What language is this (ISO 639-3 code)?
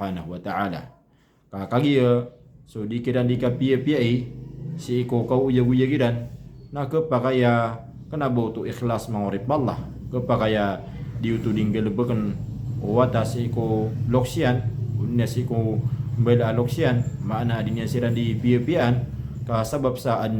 mrw